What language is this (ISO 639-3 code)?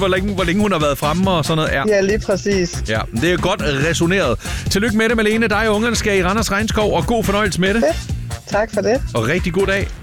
dan